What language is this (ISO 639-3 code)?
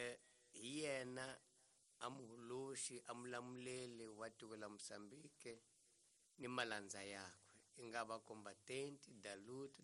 tso